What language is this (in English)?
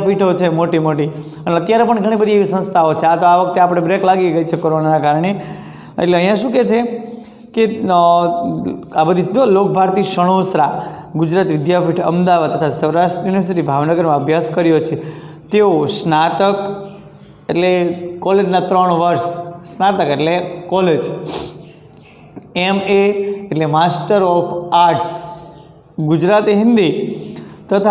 Gujarati